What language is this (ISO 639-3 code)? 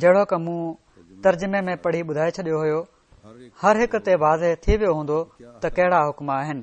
snd